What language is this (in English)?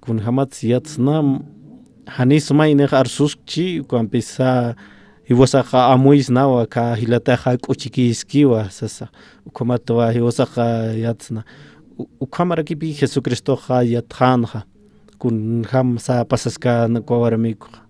Aymara